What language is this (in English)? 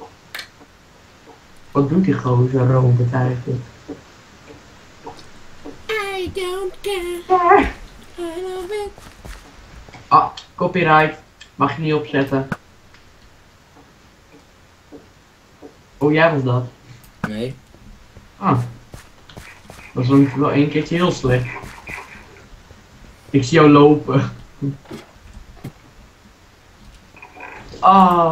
Dutch